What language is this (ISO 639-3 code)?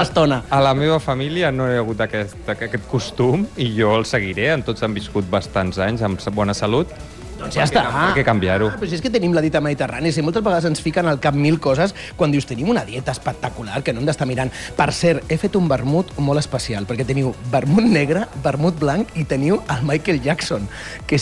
cat